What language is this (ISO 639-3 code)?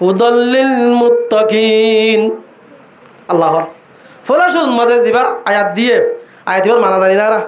rhg